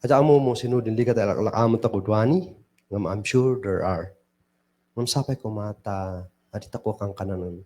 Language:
Kankanaey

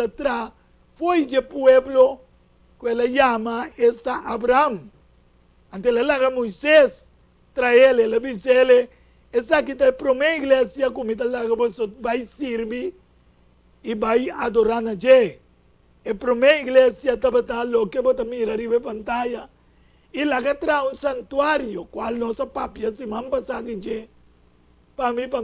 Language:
Papiamento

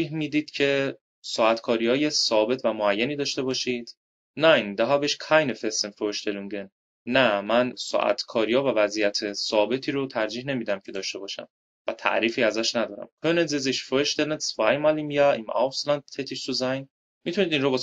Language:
Persian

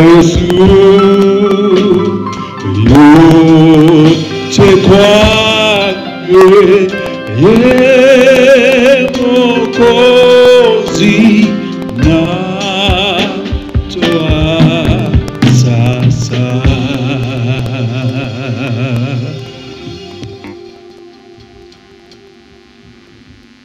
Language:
Swahili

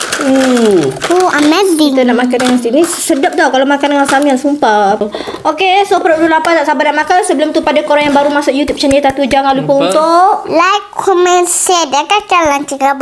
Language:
Malay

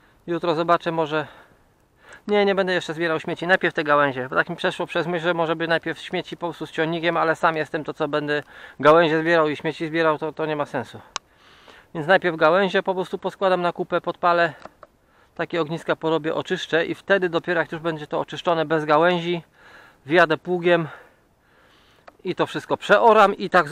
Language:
Polish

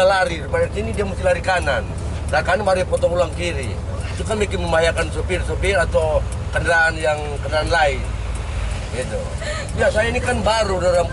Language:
Manado Malay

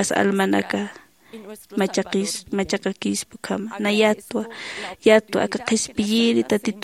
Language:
Aymara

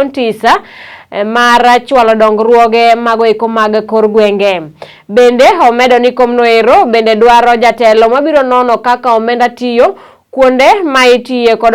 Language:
Luo (Kenya and Tanzania)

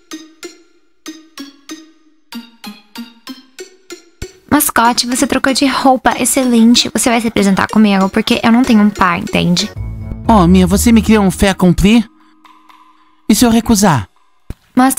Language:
Portuguese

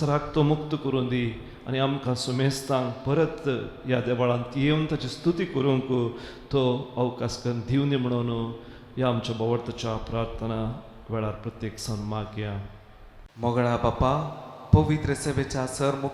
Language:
Konkani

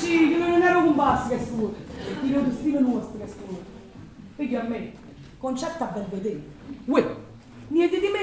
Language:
Neapolitan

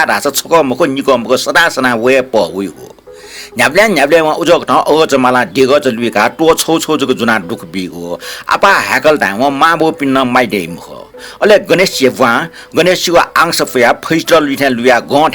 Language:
Newari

